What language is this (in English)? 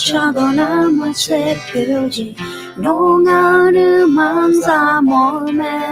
Akha